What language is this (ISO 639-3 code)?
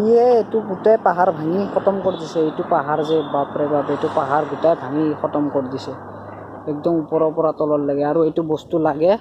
asm